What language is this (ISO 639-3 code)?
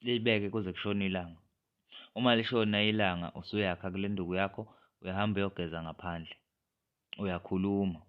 zul